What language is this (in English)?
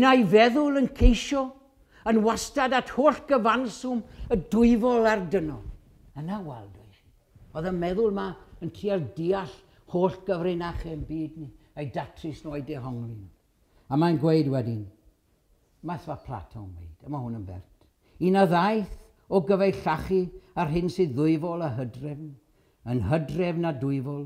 Welsh